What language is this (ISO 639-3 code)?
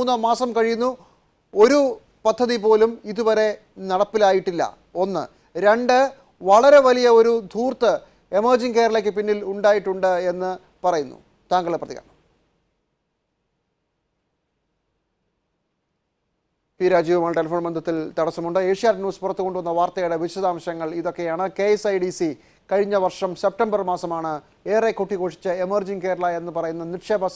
mal